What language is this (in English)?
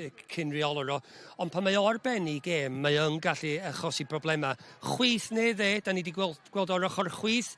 Welsh